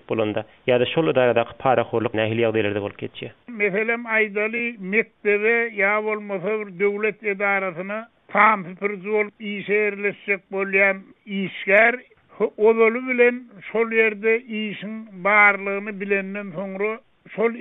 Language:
Turkmen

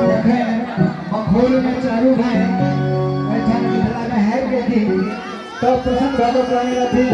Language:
Maithili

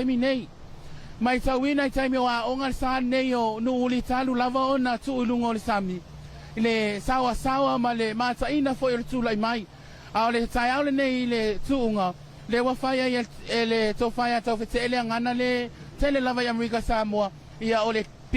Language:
Samoan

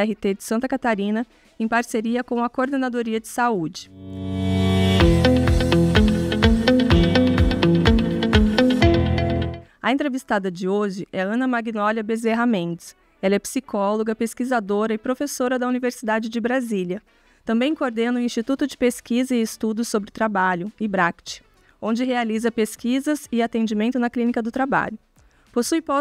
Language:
Portuguese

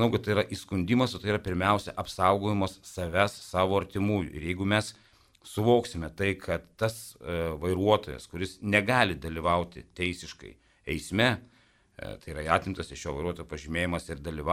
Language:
Lithuanian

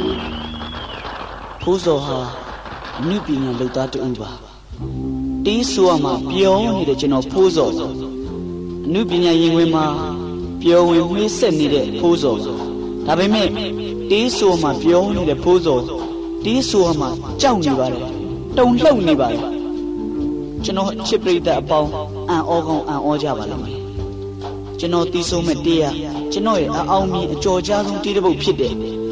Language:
Burmese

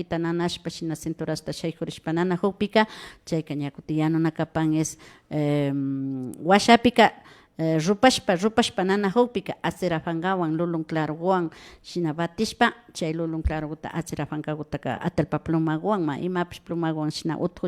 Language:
Imbabura Highland Quichua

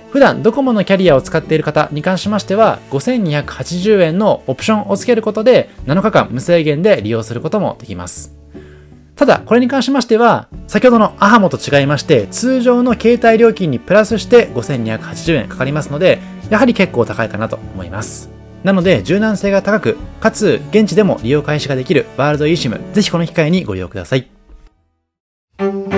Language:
Japanese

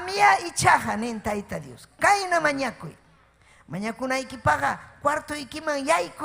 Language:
Ayacucho Quechua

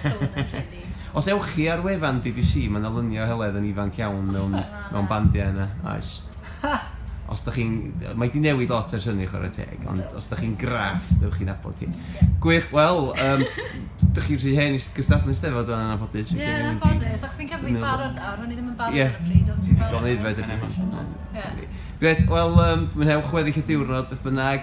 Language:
Welsh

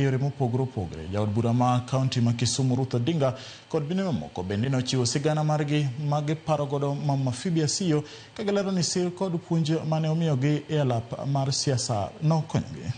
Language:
Luo (Kenya and Tanzania)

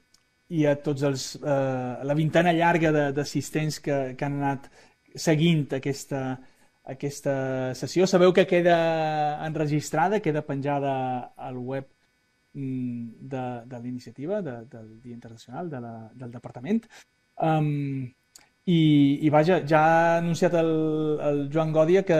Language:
Catalan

